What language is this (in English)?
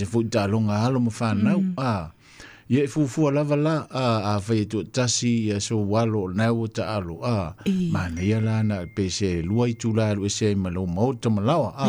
Samoan